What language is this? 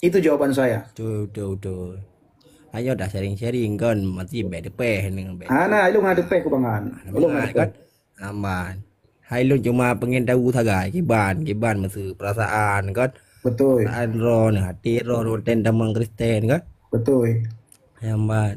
Achinese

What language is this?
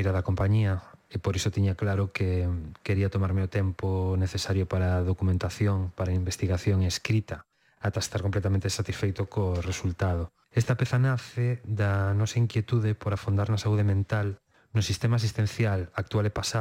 Galician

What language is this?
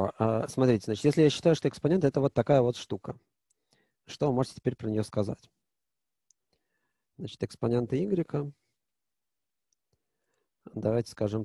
Russian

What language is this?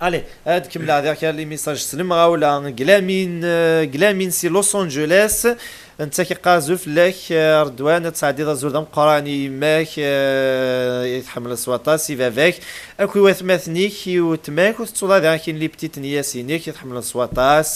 Kabyle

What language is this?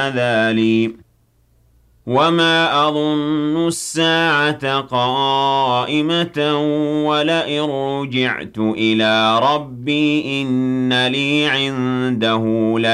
Arabic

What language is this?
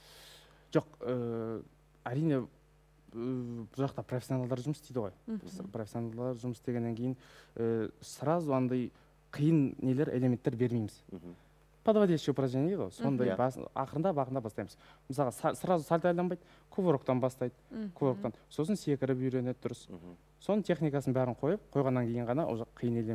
Kazakh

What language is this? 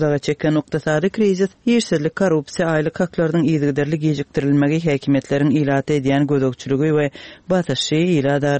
Turkmen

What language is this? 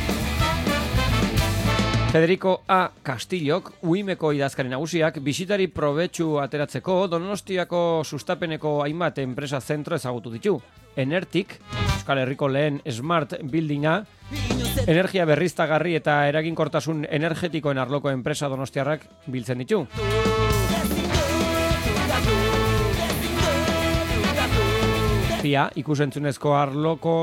Basque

